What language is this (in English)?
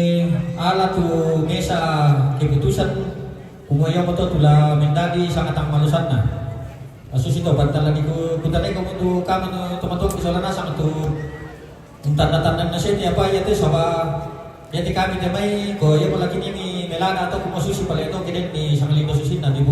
Toraja-Sa'dan